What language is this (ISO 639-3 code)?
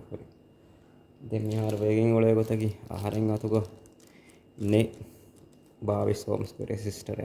div